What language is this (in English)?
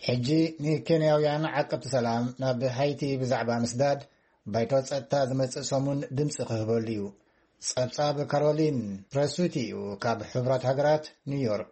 Tigrinya